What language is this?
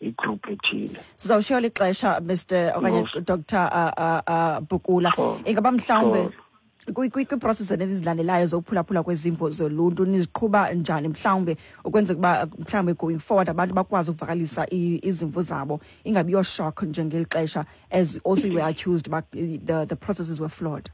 Xhosa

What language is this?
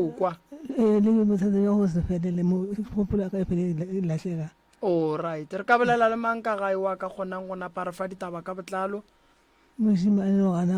Northern Sotho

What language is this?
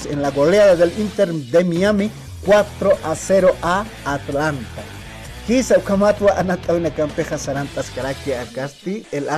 Aymara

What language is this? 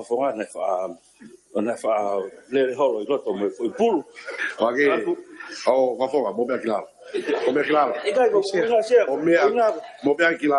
Tongan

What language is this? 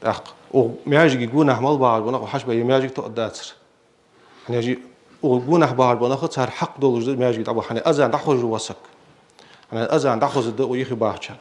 Ingush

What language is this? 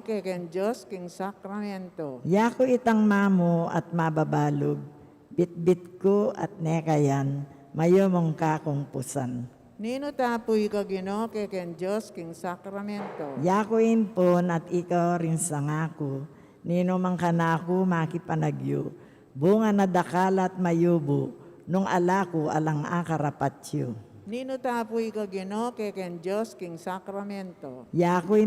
Pampanga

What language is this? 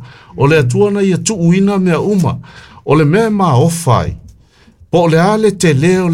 Samoan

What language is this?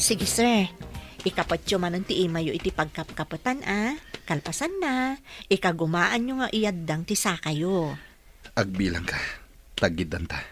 Iloko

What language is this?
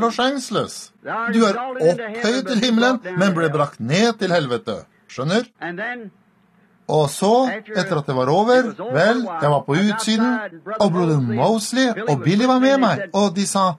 Norwegian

